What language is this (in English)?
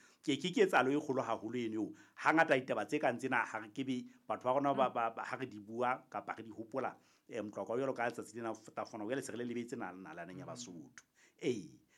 Southern Sotho